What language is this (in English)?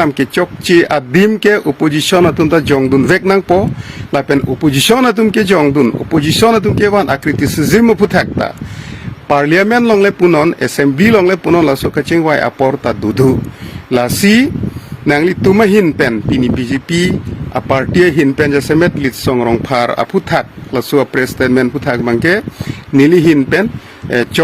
Karbi